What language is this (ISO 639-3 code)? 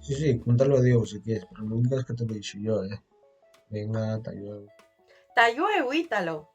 ast